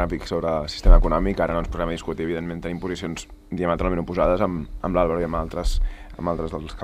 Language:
Catalan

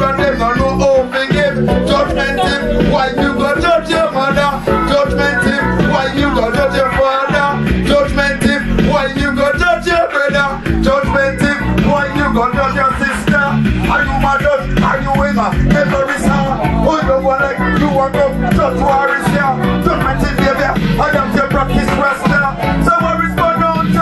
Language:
Jamaican Creole English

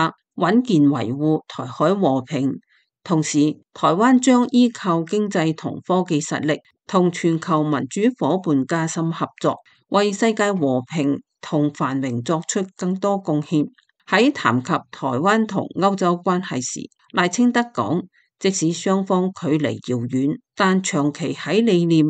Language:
Cantonese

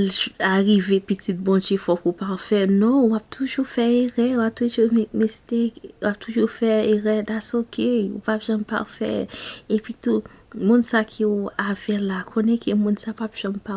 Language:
Haitian Creole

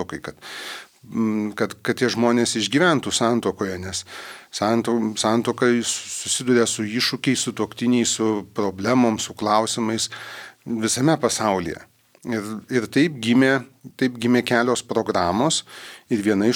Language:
Lithuanian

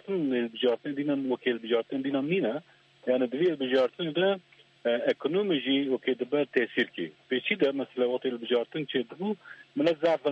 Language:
Kurdish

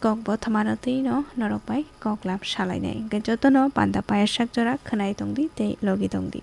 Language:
Kok Borok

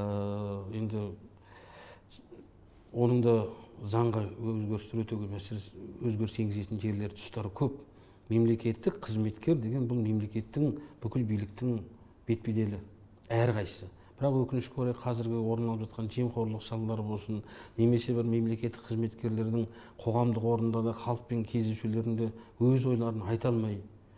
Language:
Kazakh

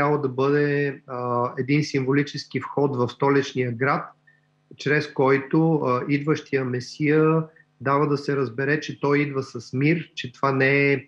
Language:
Bulgarian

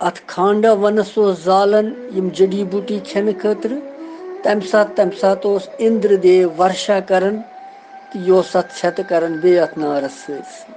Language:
Kashmiri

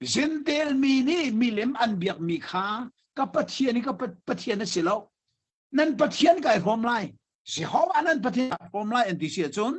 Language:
Hakha Chin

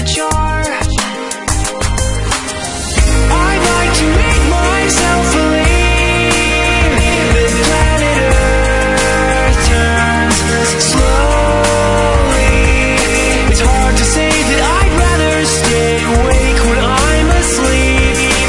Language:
English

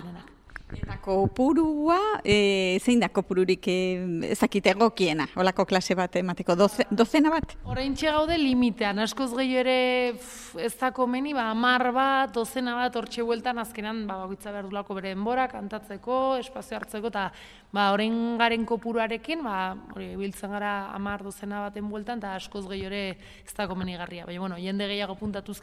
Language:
Basque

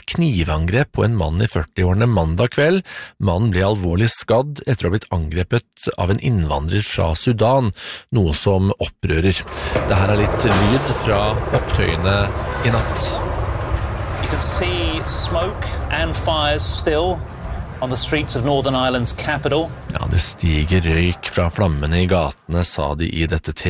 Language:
Norwegian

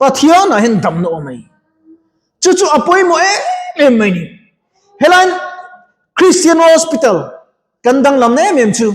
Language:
Mizo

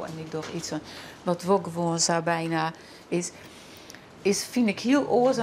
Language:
Western Frisian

